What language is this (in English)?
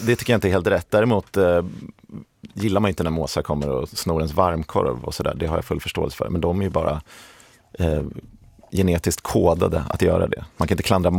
Swedish